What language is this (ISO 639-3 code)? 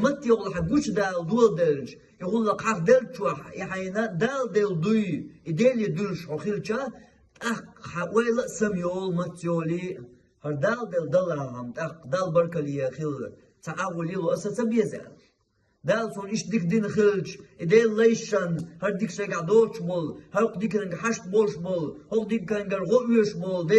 che